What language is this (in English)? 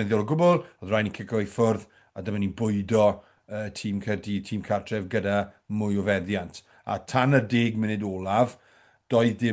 Welsh